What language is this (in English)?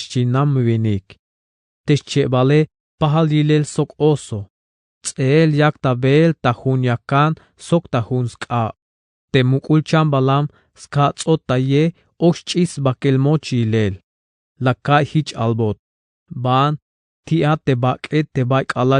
Tzeltal